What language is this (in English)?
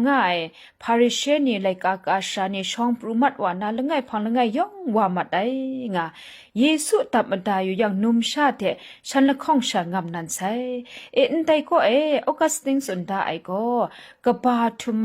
Kachin